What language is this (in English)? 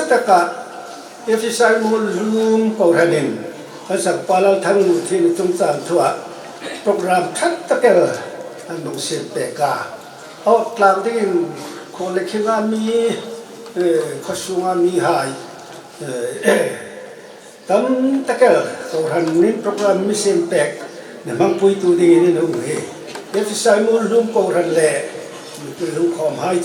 Hmar